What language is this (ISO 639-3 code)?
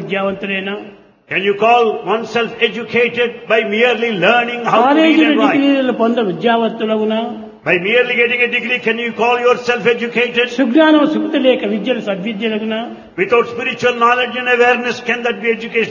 tel